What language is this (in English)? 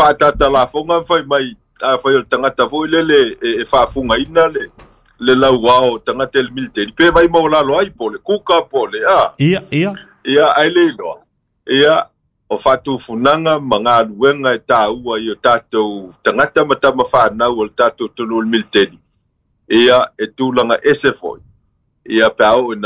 Samoan